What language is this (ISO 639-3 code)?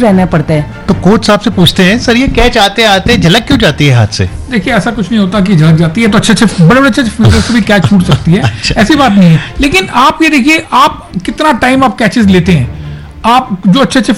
hin